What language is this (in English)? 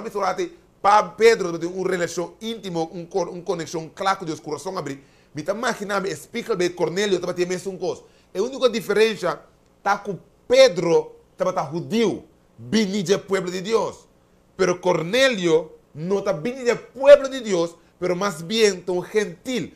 Papiamento